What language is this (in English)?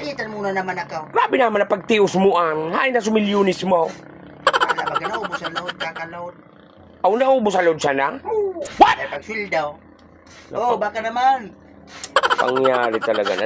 Bikol